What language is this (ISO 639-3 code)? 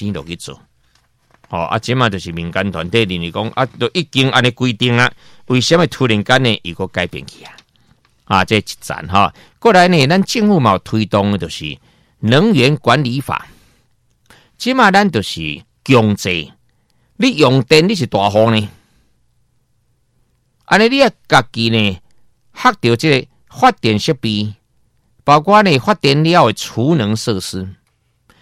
nan